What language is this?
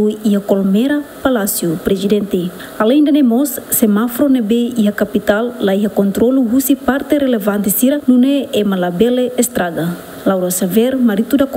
Tetum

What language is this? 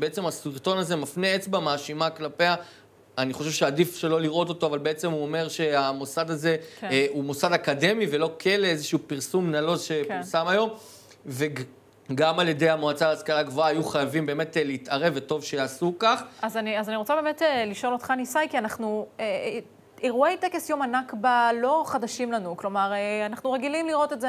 Hebrew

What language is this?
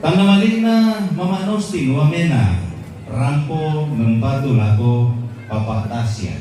Toraja-Sa'dan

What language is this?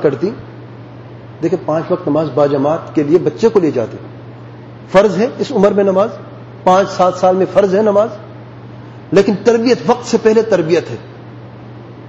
Urdu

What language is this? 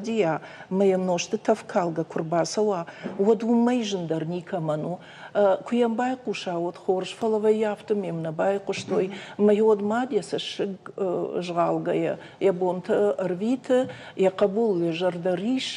Ossetic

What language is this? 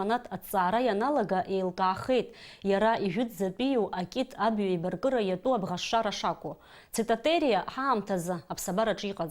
Abkhazian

